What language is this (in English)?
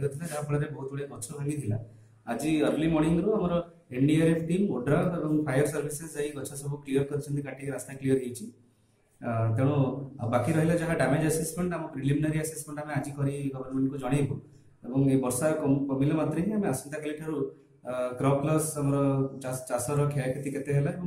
Odia